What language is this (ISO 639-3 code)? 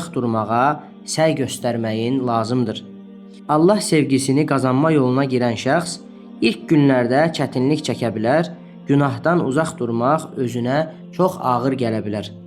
aze